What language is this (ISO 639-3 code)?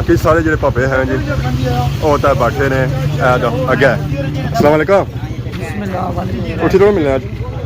phr